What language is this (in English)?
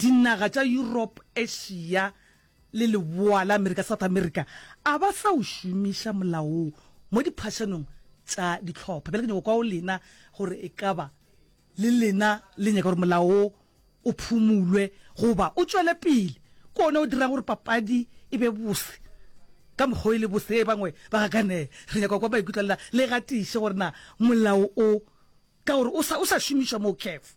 Northern Sotho